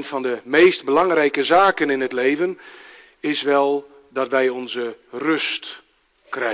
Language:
Dutch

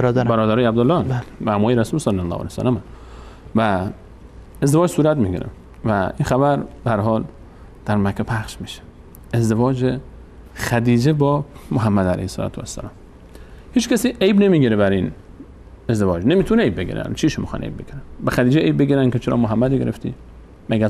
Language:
Persian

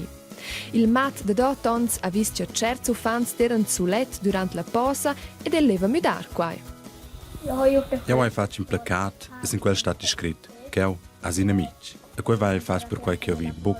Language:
Romansh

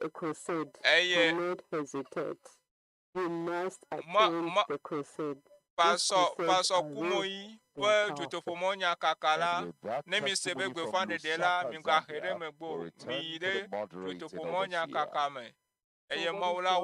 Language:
Ewe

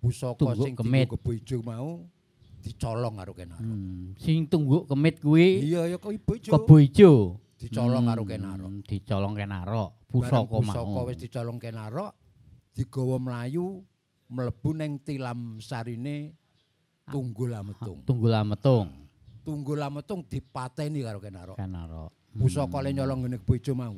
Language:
Javanese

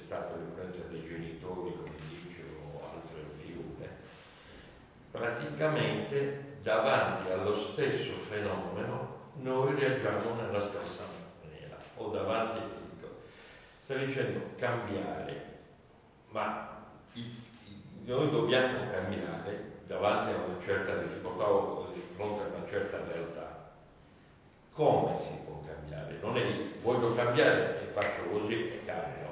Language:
Italian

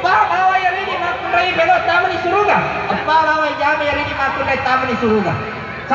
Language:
Buginese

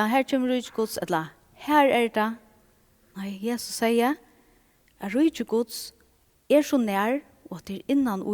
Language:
Faroese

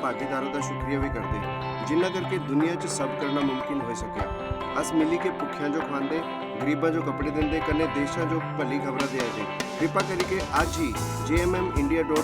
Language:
Dogri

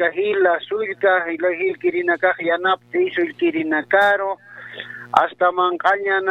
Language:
Aymara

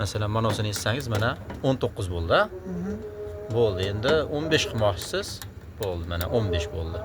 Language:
Uzbek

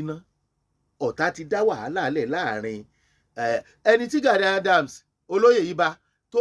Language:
Yoruba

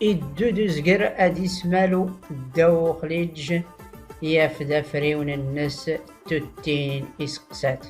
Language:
Tachelhit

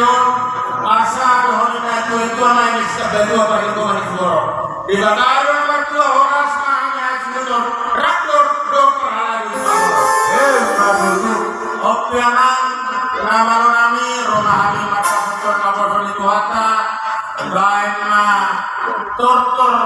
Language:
Batak Toba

